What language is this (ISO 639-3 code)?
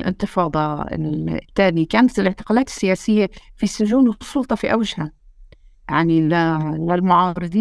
apc